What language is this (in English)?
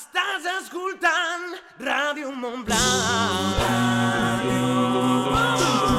Catalan